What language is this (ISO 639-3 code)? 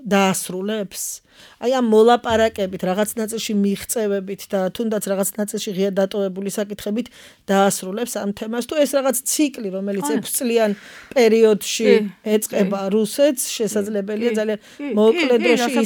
kat